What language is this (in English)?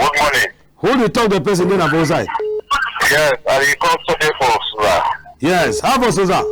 Cameroon Pidgin